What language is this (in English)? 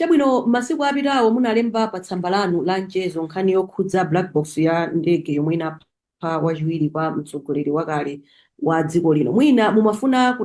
Nyanja